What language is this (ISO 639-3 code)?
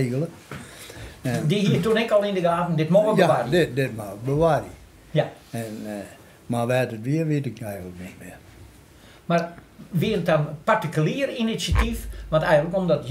fry